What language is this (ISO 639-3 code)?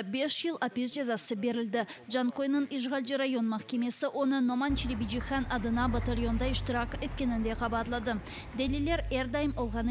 crh